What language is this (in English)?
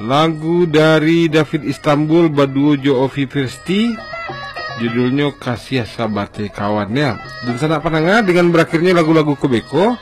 Minangkabau